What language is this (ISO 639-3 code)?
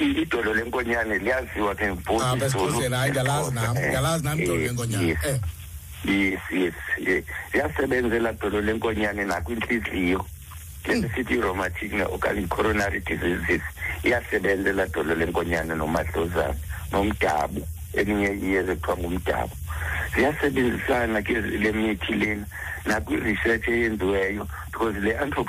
xho